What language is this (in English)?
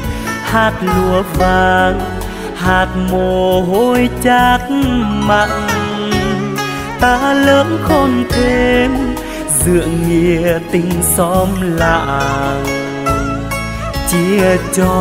Vietnamese